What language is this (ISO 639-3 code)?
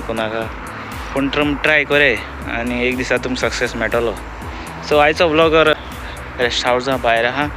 kok